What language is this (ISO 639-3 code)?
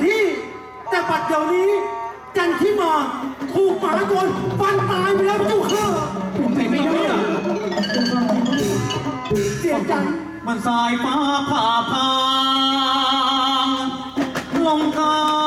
tha